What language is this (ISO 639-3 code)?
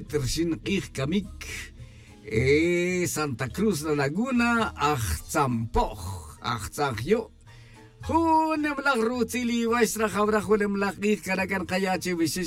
tzj